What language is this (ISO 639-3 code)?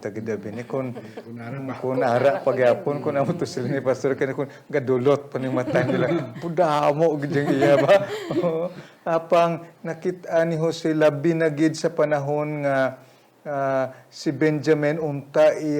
hil